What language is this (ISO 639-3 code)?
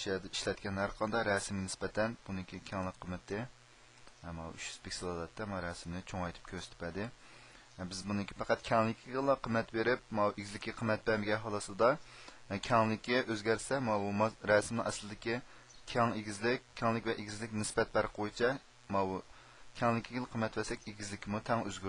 uig